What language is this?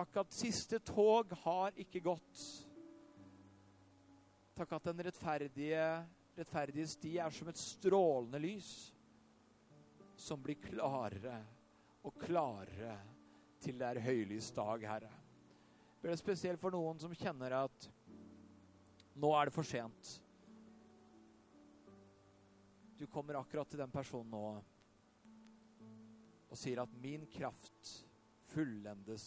Norwegian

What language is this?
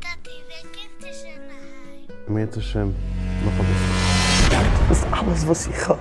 Yiddish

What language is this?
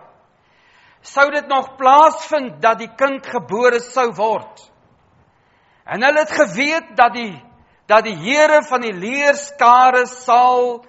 Afrikaans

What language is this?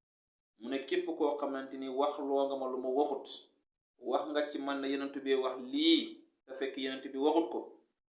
Wolof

